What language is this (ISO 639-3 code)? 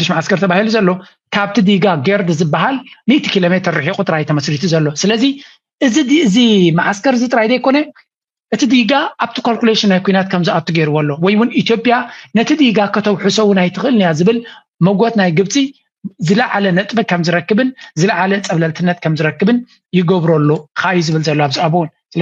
tir